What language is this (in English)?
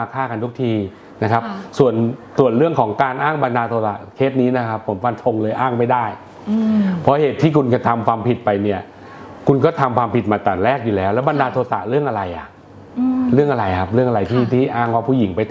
Thai